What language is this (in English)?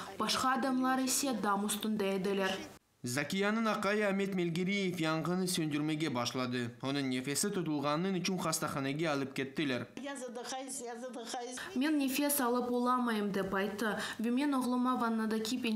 Crimean Tatar